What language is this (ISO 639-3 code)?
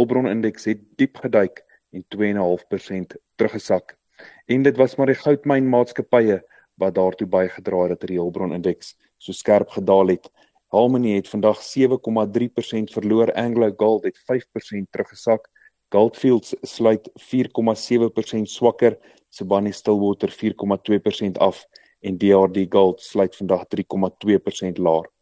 afr